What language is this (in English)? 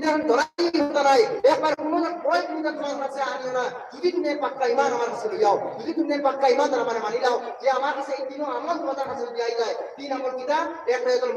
Sylheti